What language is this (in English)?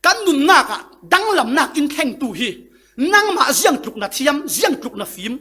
Falam Chin